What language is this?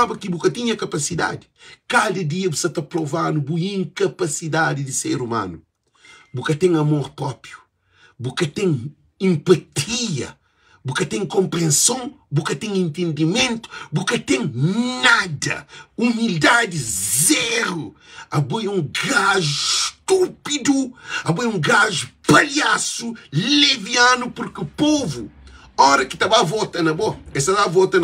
Kabuverdianu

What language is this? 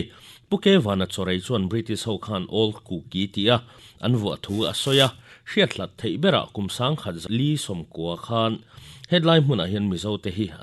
Mizo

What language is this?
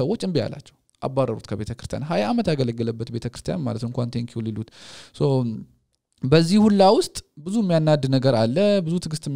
Amharic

